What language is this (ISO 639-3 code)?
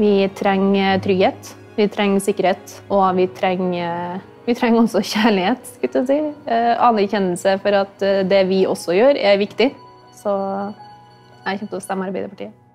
nor